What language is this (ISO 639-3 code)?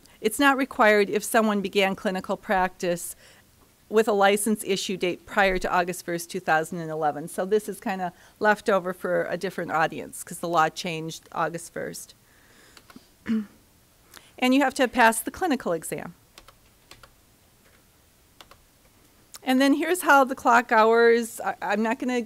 eng